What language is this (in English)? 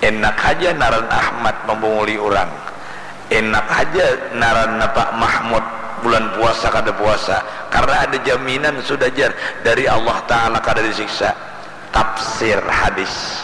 Banjar